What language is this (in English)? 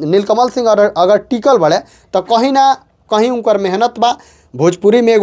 Bhojpuri